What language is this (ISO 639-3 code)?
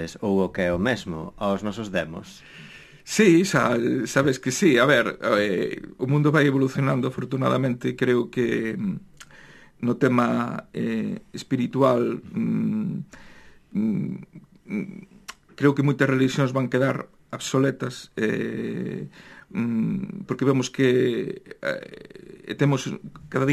glg